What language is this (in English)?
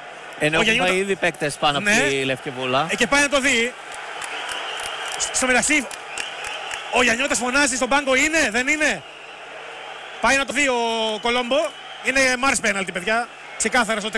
Greek